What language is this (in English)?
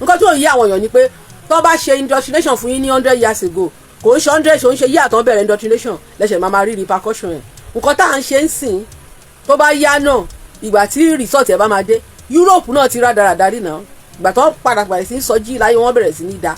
Yoruba